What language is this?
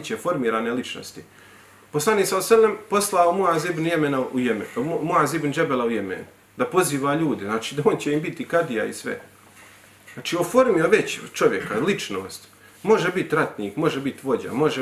Bosnian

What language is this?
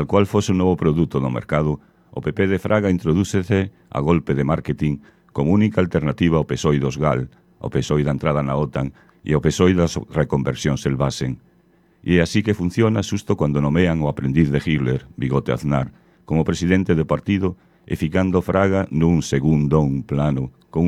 Galician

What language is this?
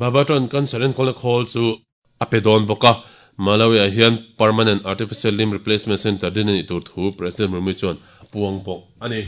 Mizo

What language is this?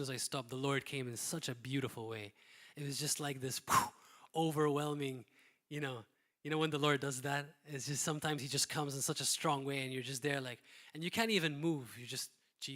English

